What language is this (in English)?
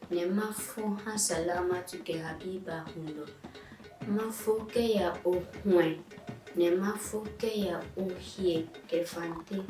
Adangme